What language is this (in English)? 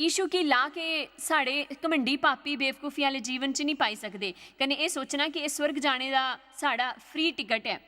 Dogri